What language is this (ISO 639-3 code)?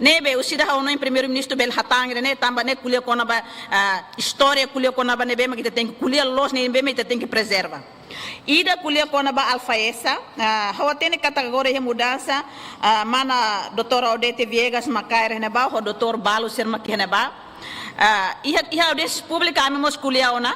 tet